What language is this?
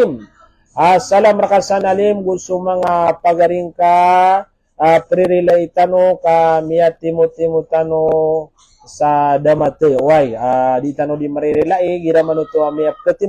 Maranao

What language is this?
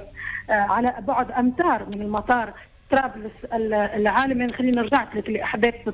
Tunisian Arabic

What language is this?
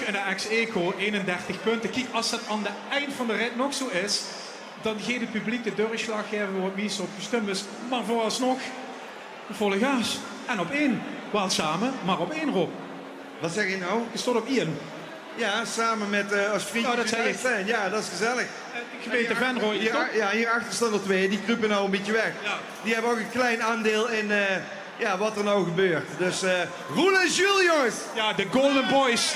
Limburgish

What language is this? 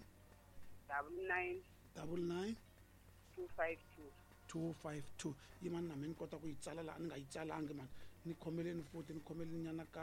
Tsonga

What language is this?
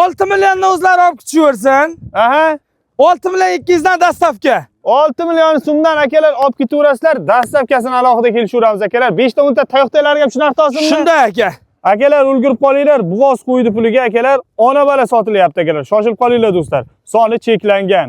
Uzbek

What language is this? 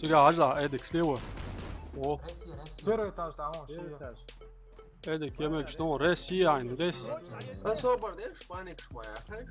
Chechen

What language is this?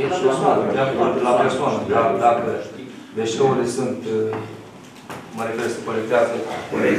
Romanian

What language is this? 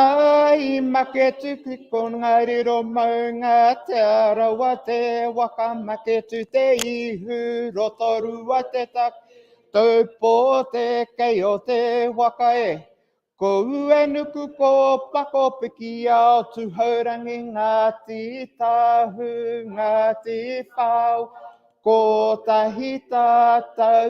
Māori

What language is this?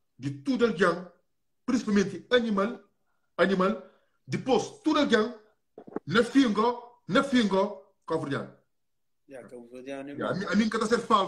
Kabuverdianu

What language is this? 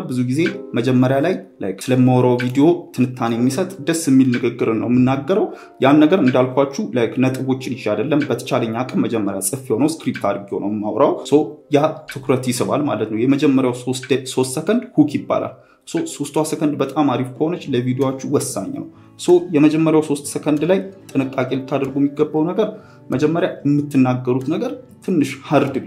Amharic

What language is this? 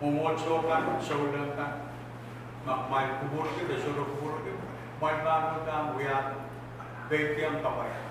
Pohnpeian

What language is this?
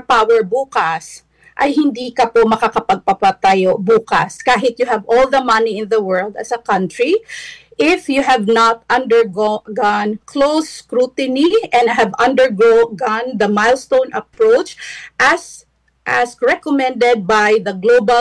Filipino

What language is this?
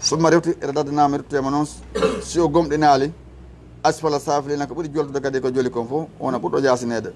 Fula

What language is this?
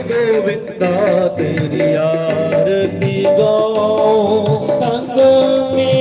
Dogri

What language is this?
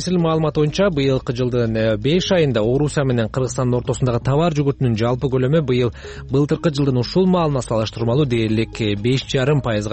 Kyrgyz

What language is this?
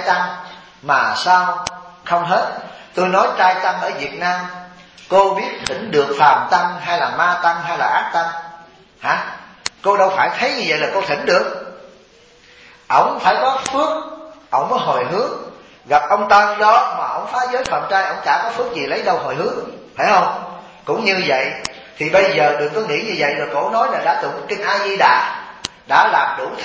Vietnamese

